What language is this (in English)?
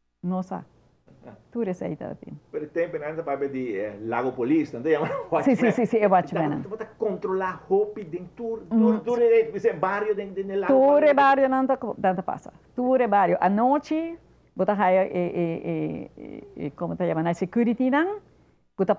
Papiamento